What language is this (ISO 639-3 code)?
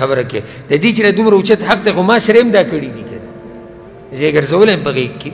pus